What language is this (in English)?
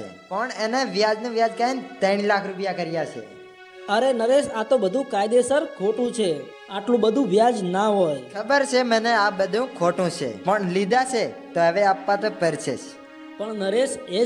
Gujarati